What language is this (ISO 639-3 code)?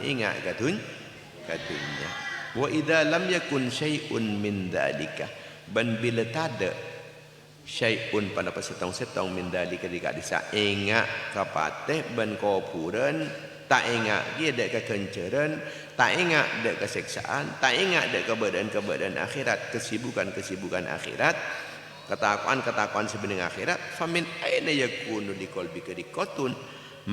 mad